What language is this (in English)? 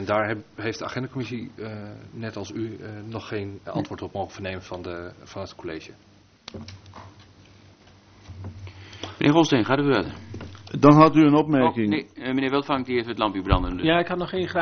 Dutch